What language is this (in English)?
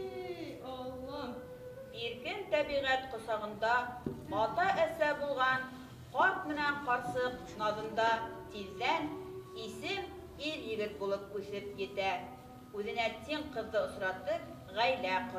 Bashkir